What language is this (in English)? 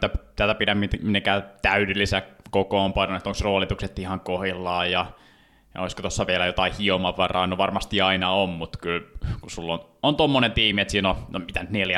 Finnish